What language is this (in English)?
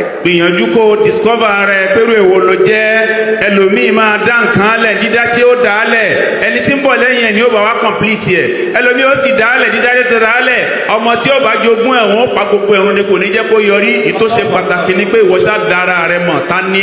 Yoruba